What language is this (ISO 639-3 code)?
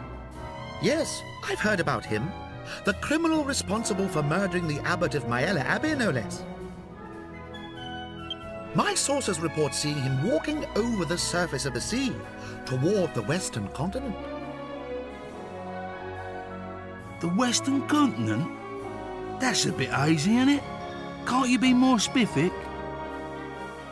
eng